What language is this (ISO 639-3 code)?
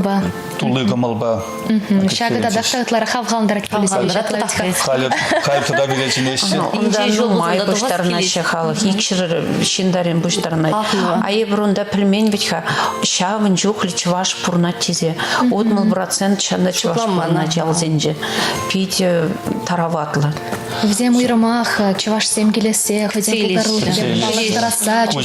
chv